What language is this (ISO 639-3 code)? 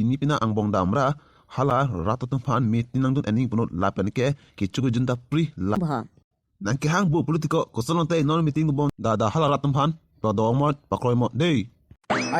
mjw